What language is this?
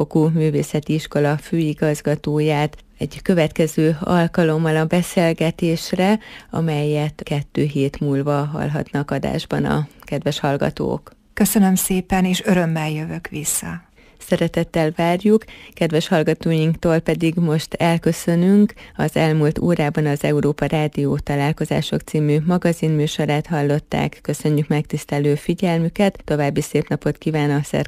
Hungarian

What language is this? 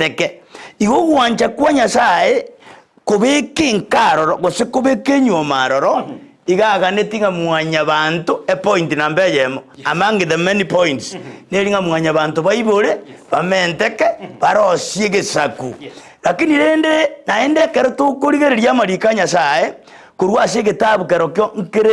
Gusii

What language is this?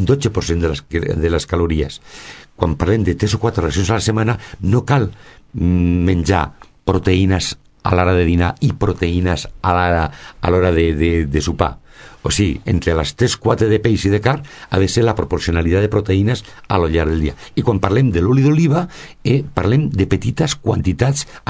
Catalan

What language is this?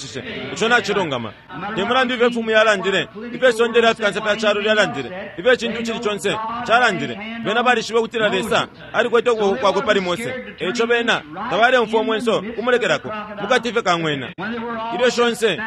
Bemba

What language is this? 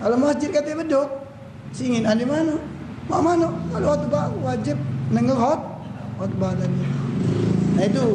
Musi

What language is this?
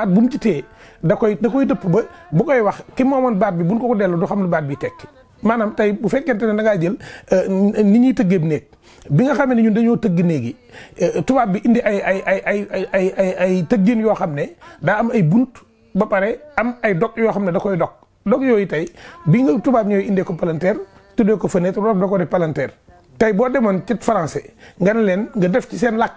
Wolof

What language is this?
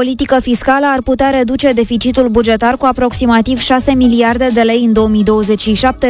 Romanian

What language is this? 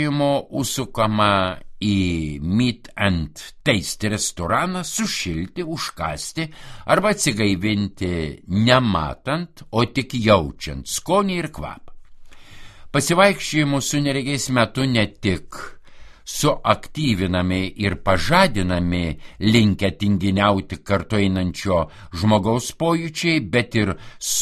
Lithuanian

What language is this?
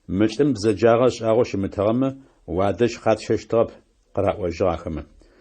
Adyghe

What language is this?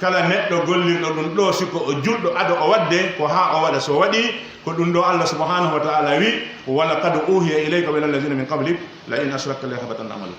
Pular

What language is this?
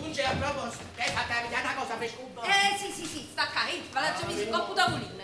Neapolitan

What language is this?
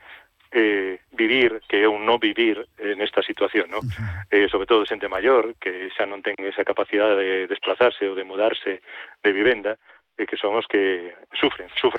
Galician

